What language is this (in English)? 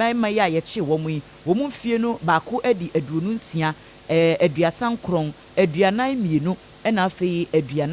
Akan